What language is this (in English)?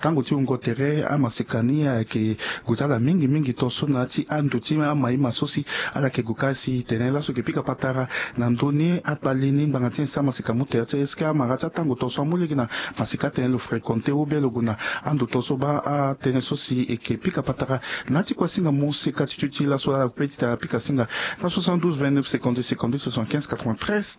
Sango